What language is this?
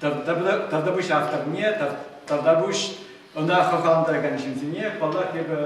Chuvash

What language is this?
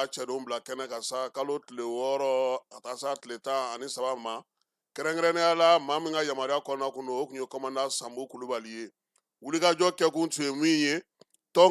Bambara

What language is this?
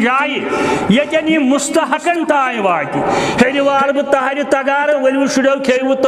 Kashmiri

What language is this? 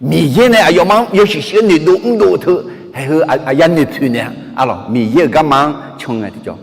Akha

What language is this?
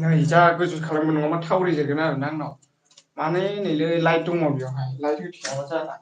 Bodo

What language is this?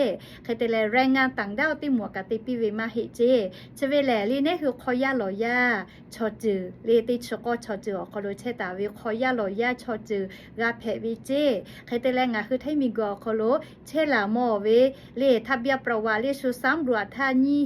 Lahu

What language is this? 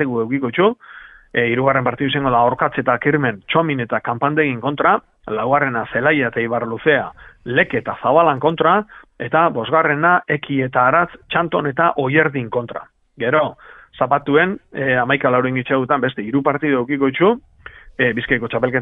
Basque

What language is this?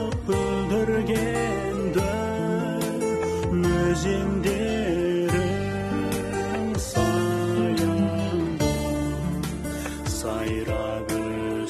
Kazakh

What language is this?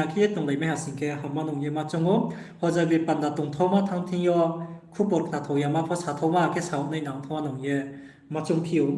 Riang (India)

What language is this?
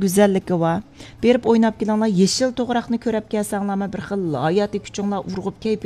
Uyghur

